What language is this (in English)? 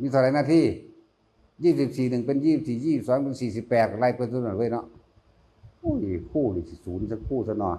Northeastern Thai